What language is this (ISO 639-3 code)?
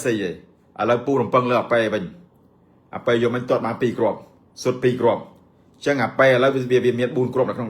khm